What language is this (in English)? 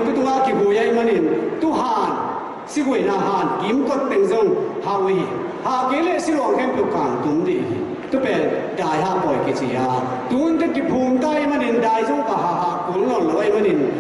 Tedim Chin